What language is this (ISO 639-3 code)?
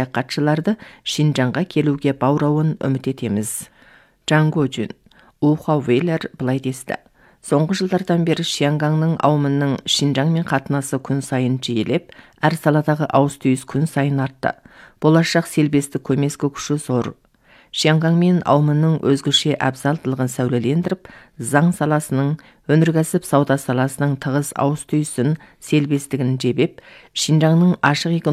kaz